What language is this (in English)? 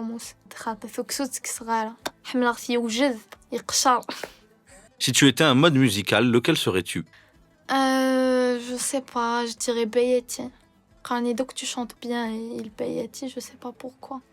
Kabyle